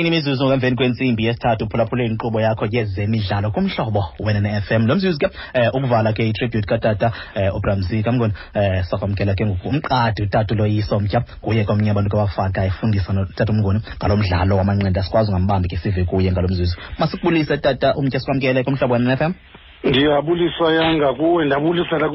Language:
Xhosa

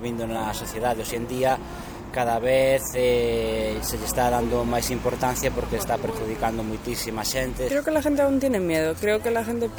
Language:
Galician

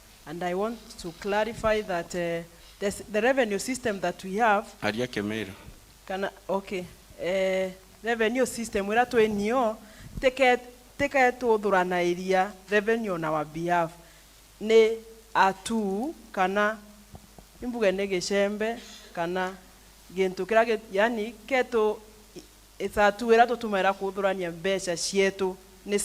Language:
Meru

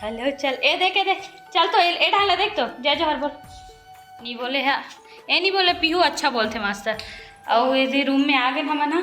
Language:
Chhattisgarhi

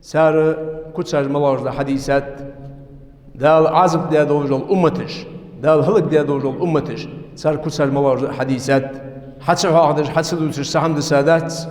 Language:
Ingush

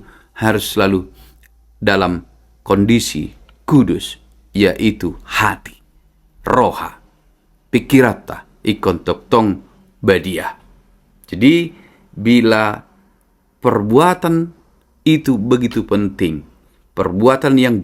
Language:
Batak Toba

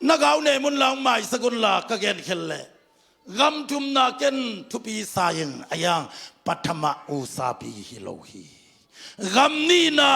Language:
Tedim Chin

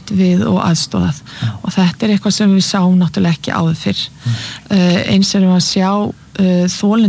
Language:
Icelandic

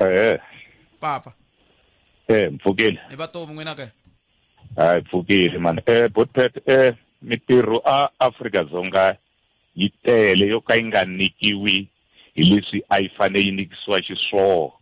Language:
Tsonga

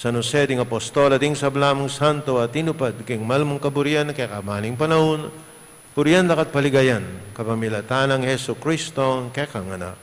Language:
Pampanga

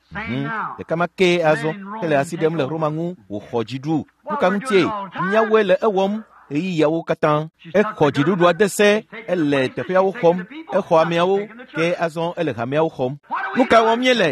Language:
Ewe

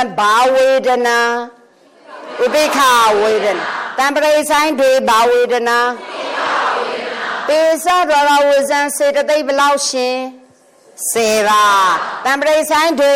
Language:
Burmese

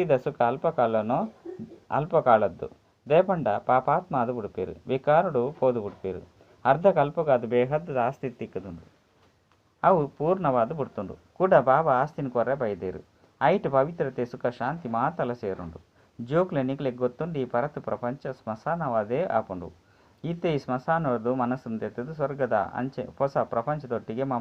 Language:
Tulu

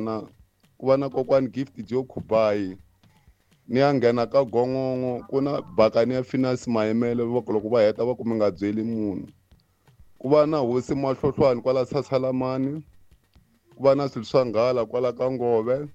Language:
Tsonga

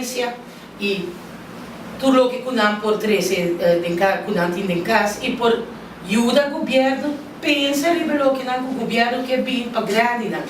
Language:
Papiamento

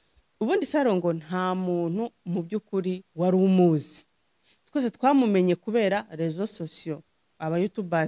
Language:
Kinyarwanda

